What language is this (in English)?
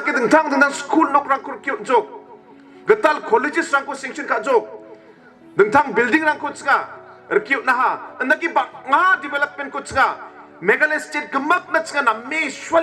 Garo